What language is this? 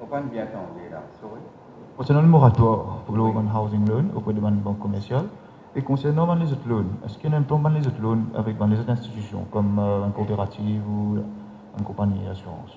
Morisyen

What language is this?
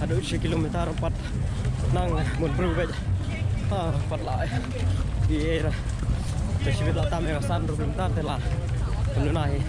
Khasi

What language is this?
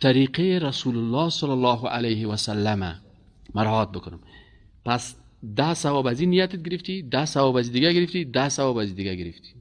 Persian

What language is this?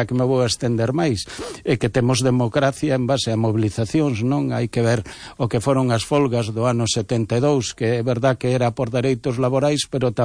Galician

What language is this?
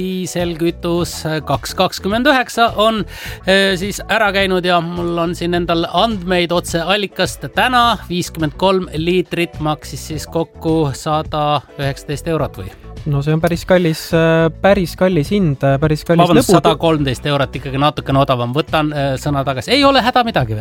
Estonian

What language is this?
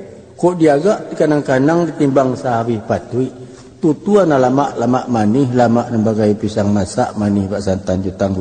Minangkabau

